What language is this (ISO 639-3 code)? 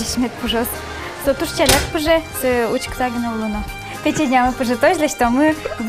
udm